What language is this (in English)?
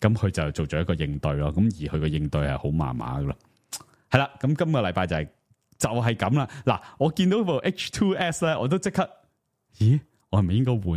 Cantonese